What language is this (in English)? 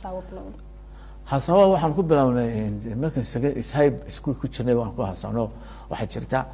Somali